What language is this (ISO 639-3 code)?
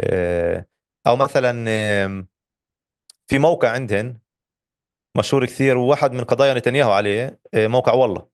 apc